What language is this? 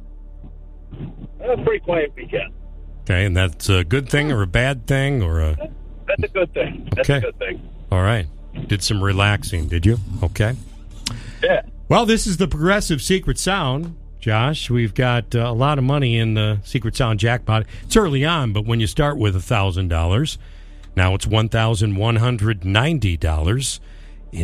English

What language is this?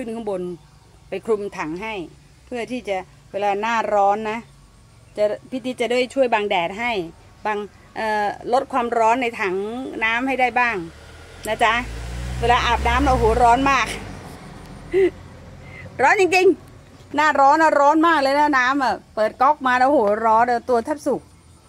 Thai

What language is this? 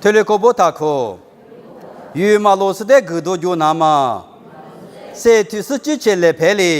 Lisu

